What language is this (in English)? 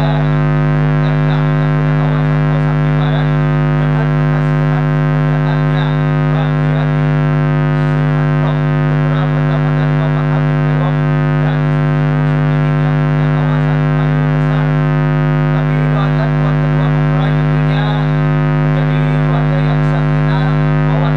Betawi